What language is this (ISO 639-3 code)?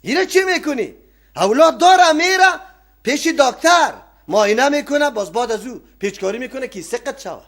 fas